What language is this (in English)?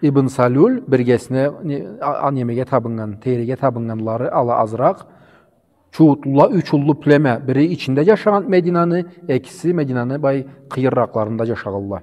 Karachay-Balkar